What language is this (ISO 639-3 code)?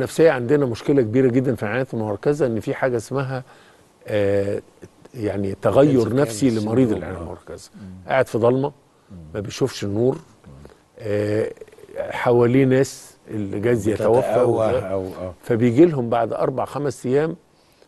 arz